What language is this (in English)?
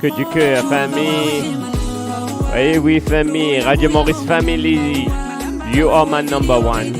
Morisyen